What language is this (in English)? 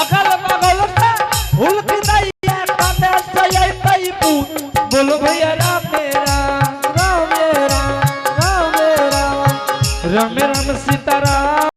Angika